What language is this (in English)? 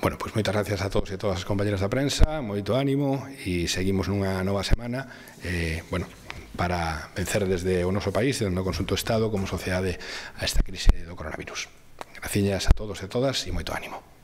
Galician